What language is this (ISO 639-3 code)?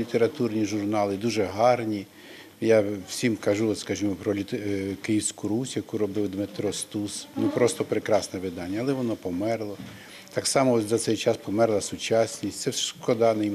ukr